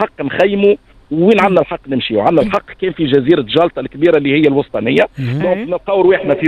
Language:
Tunisian Arabic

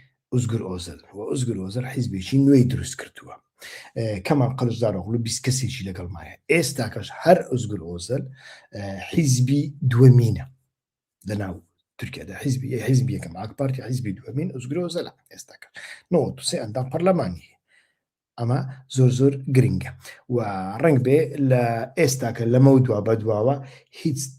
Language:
Central Kurdish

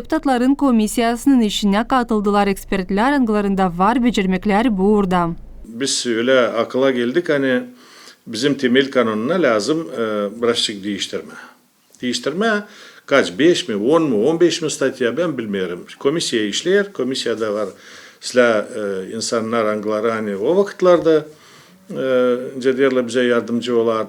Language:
Gagauz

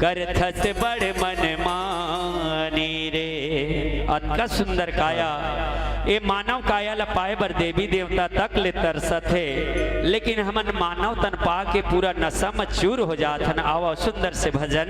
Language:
Chhattisgarhi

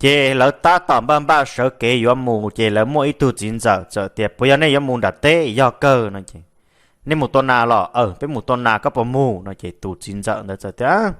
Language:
Hmong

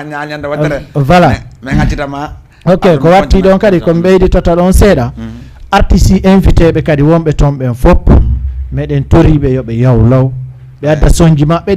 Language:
Fula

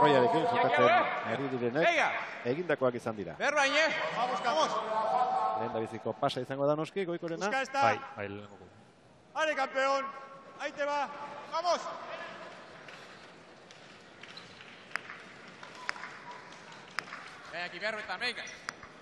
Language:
Basque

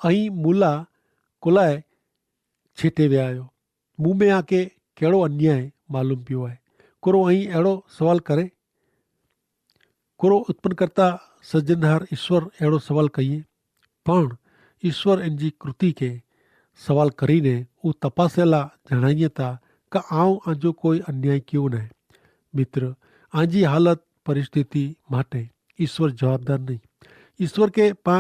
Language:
Kachhi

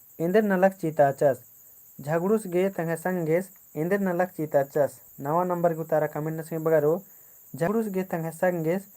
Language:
Kurukh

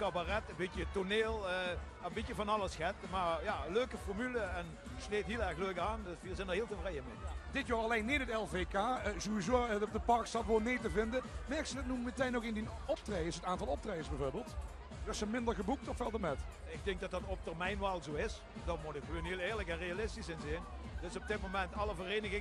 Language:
Limburgish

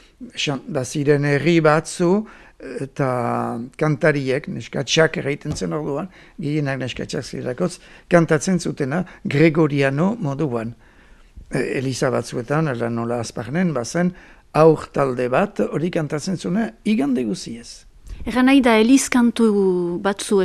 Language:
Basque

